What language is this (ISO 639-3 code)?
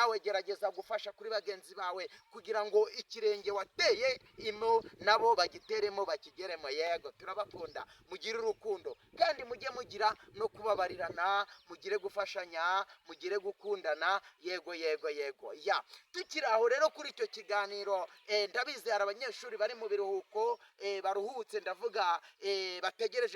kin